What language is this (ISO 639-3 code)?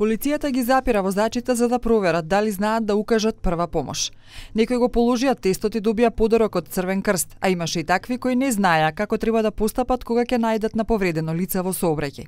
mkd